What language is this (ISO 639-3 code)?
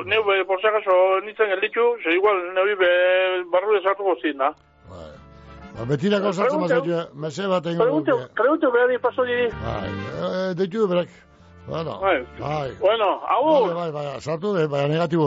eus